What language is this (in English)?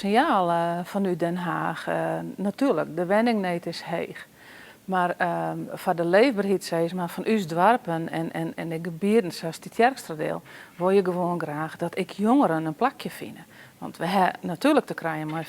Western Frisian